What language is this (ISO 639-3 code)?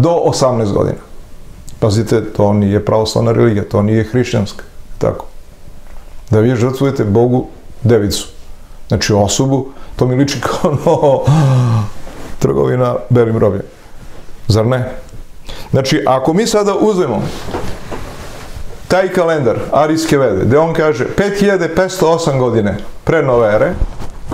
srp